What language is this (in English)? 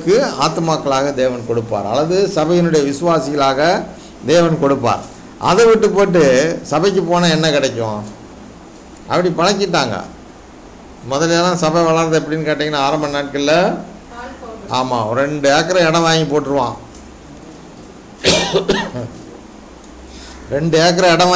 Tamil